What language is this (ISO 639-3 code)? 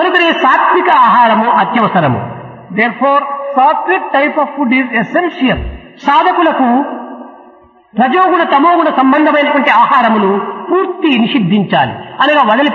tel